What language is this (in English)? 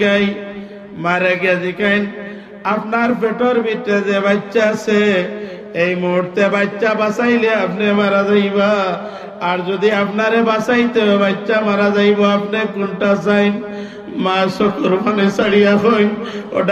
Sylheti